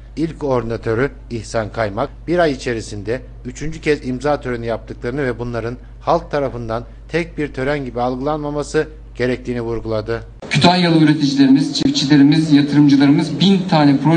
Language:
Turkish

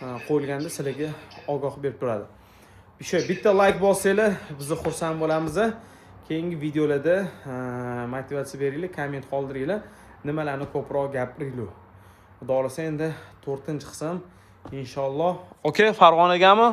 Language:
Uzbek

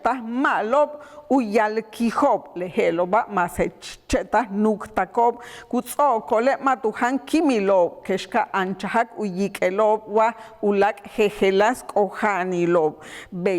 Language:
Yucateco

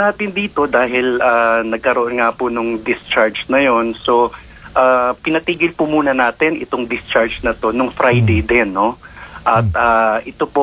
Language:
Filipino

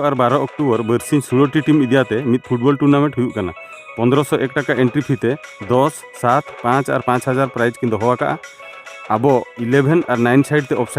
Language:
Santali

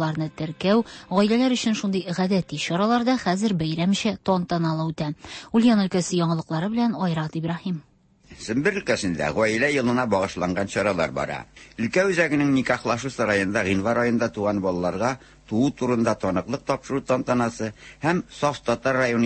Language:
Tatar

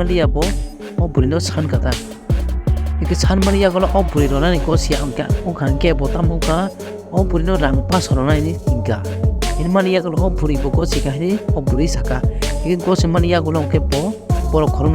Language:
Kok Borok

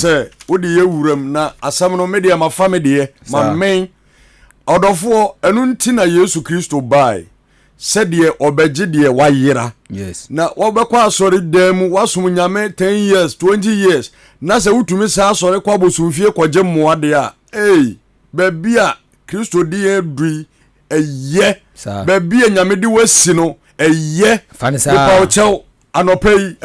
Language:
Akan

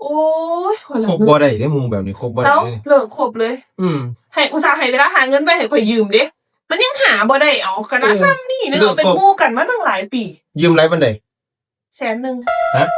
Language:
Lao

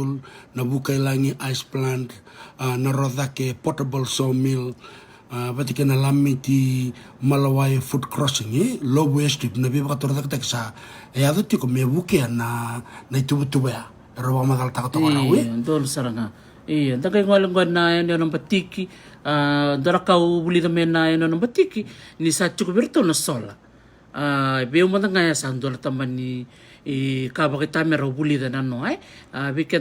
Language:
Fijian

